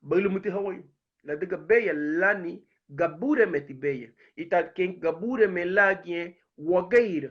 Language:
Garifuna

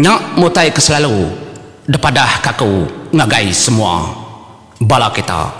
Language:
Iban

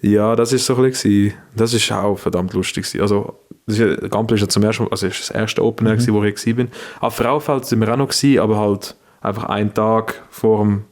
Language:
Swiss German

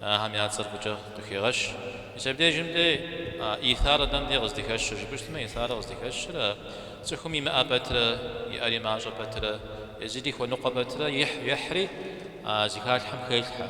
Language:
Kabardian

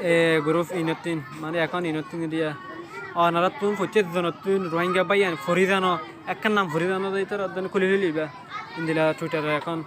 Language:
Rohingya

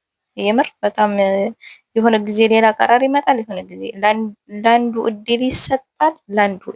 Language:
Amharic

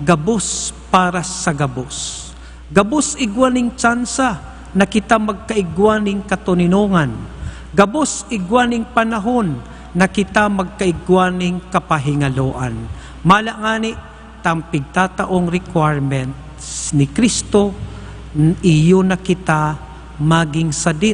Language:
Bikol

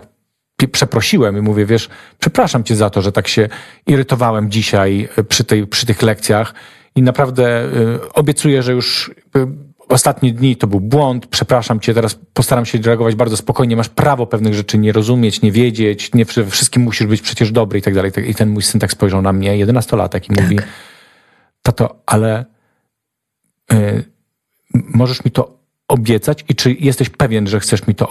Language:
Polish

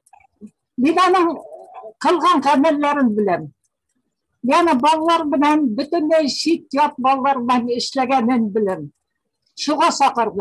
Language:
Bashkir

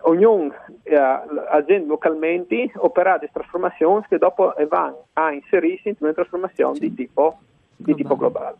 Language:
Friulian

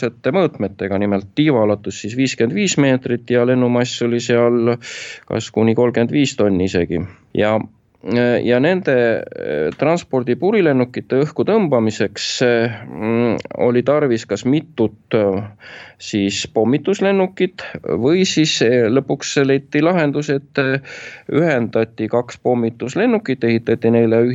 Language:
Estonian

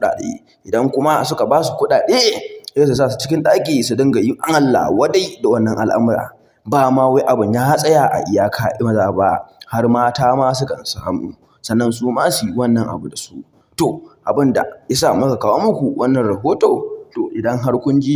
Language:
Hausa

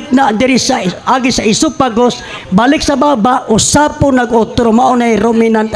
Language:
Cebuano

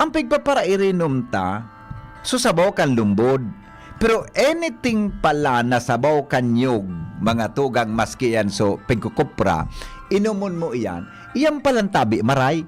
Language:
Bikol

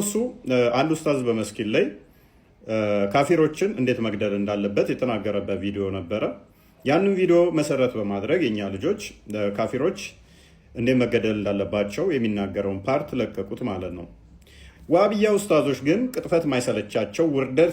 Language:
Amharic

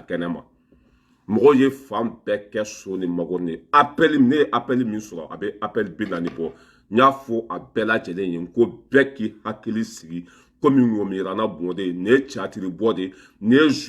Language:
Bambara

